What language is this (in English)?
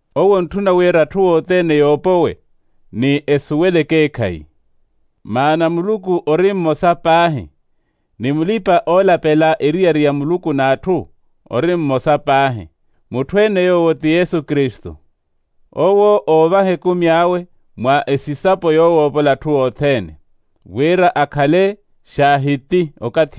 Makhuwa